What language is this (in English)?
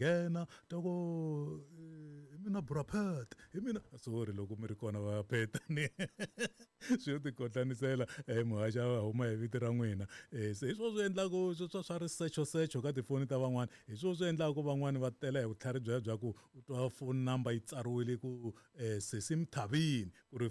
Tsonga